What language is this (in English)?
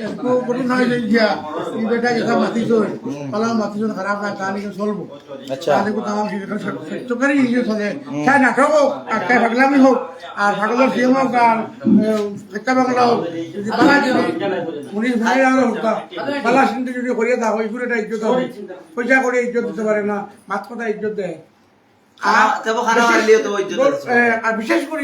Sylheti